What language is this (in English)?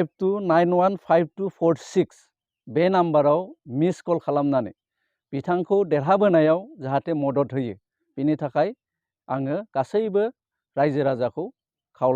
Bodo